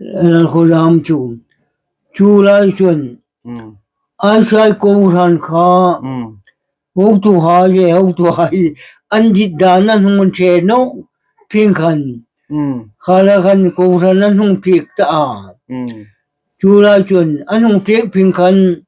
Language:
Hmar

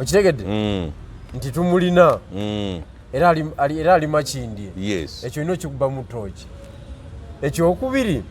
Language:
Ganda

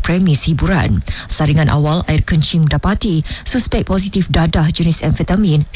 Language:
Malay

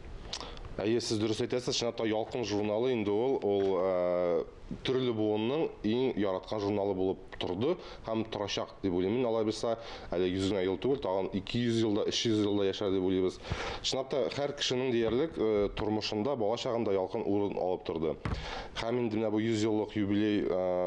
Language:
Tatar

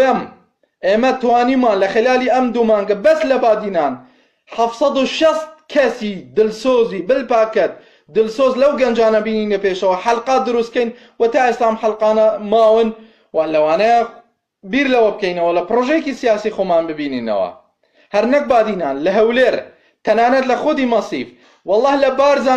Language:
Central Kurdish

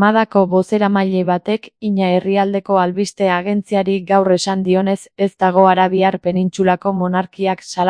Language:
Basque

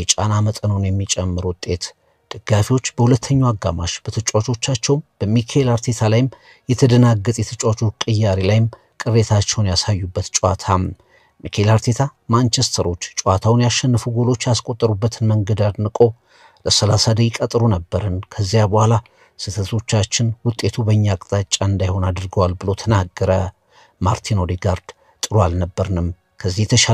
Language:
Amharic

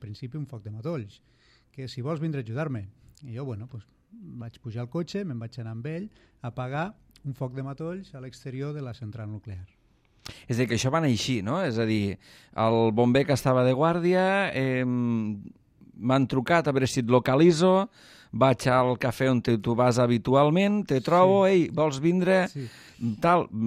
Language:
Catalan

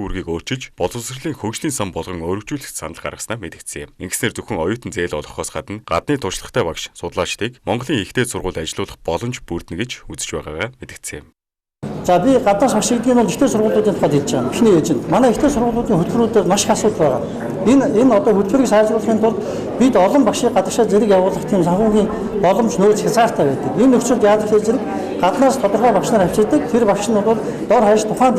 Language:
Mongolian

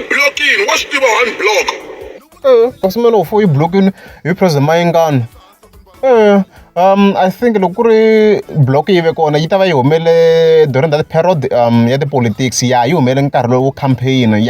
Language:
Tsonga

